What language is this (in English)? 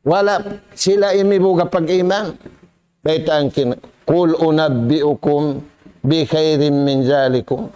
Tausug